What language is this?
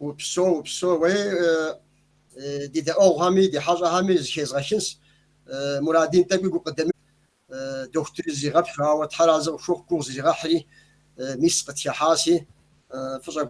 Kabardian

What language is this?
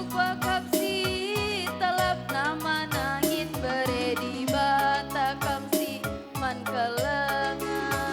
Batak Karo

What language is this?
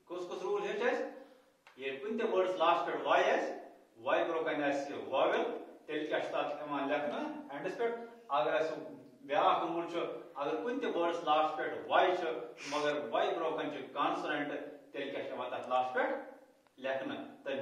Kashmiri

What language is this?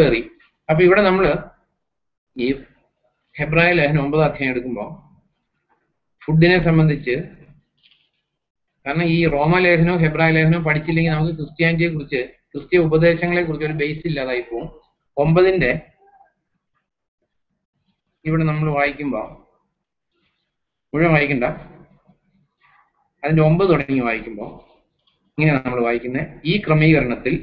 Malayalam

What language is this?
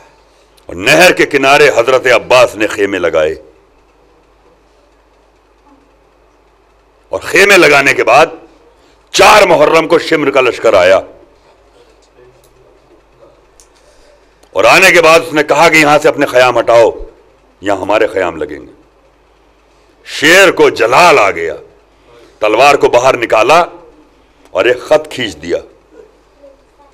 Urdu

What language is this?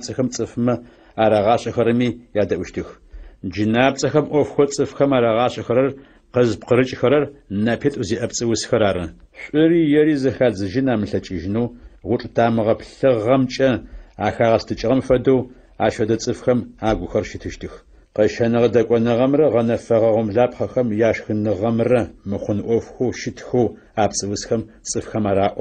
Adyghe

